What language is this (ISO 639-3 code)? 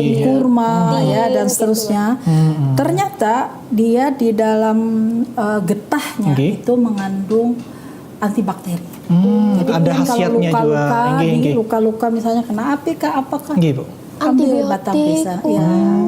bjn